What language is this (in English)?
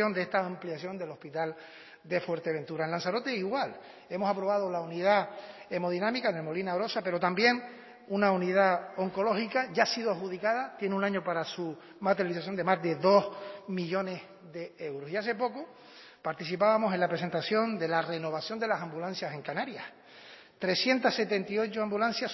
Spanish